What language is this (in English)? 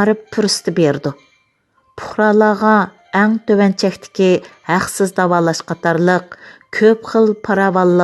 Uyghur